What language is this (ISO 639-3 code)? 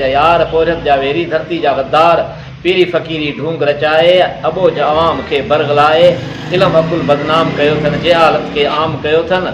snd